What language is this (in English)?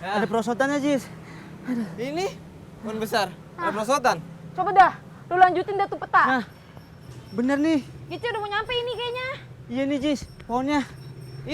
Betawi